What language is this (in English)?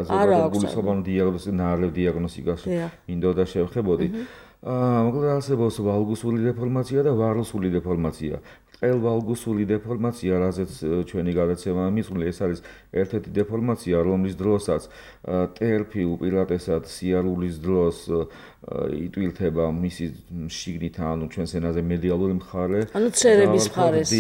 Georgian